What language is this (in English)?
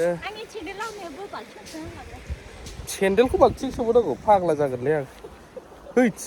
Bodo